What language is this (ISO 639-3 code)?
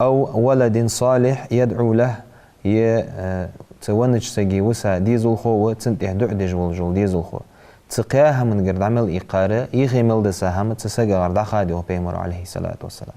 inh